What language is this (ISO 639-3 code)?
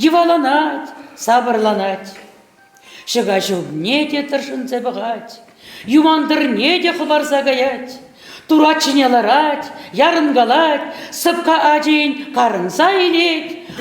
chv